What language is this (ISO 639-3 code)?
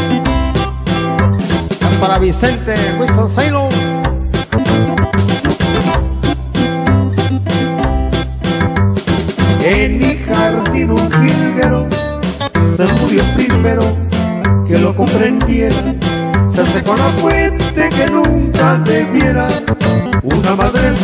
spa